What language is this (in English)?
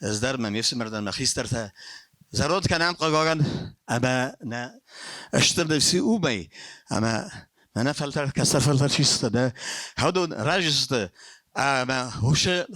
Ossetic